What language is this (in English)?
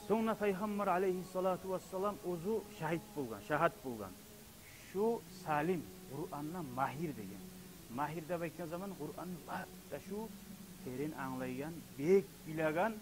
Kumyk